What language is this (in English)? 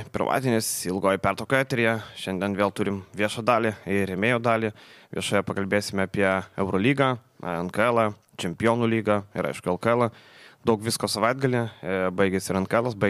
Lithuanian